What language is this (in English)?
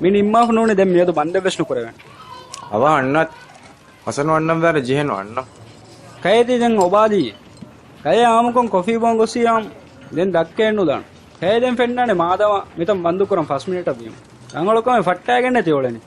Divehi